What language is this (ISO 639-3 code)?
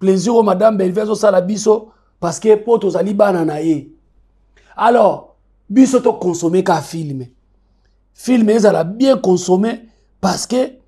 lin